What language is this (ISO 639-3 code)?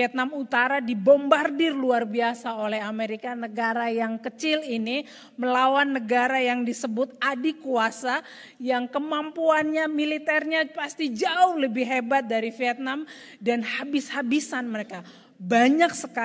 ind